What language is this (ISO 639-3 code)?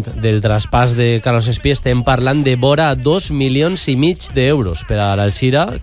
cat